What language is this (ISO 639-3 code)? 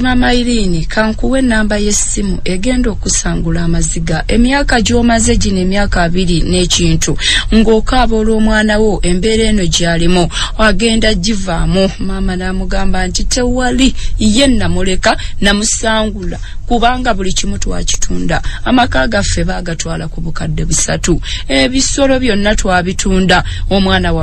lug